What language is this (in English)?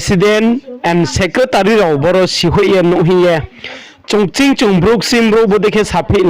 Riang (India)